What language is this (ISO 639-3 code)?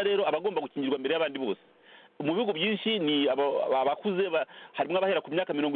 kin